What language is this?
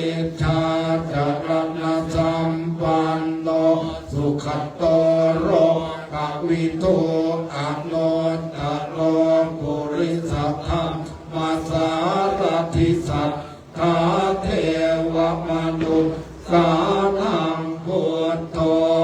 Pali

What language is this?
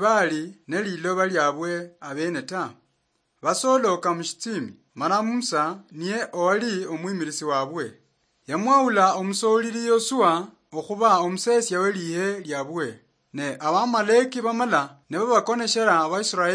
Luyia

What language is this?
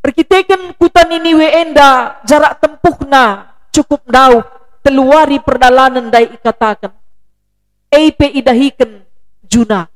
Batak Karo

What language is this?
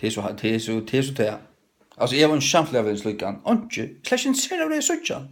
Faroese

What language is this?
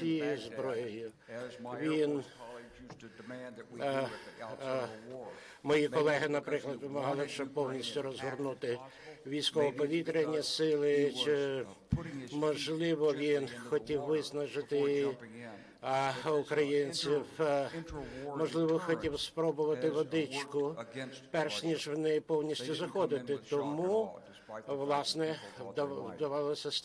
Ukrainian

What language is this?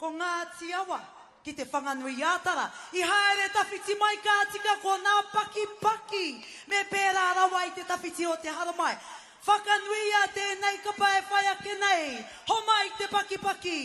Māori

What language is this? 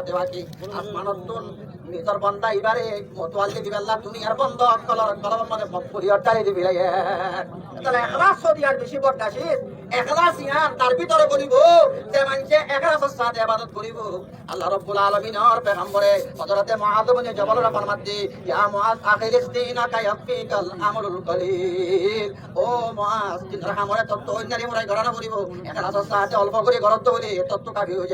Rohingya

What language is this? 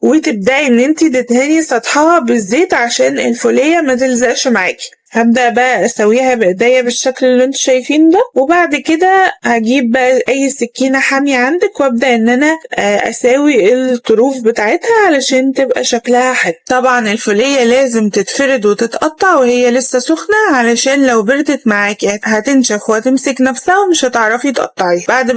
Egyptian Arabic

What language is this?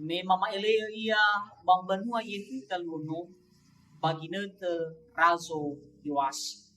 Nias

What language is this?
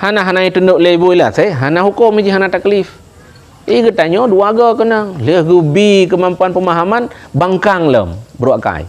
Achinese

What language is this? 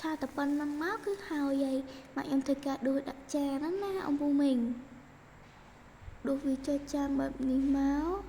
Khmer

